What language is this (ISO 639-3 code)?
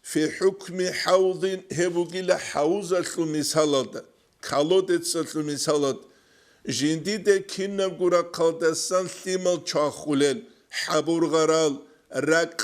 ava